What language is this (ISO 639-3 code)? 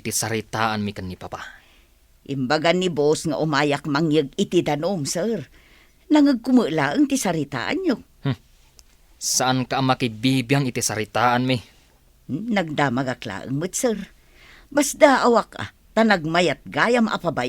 ilo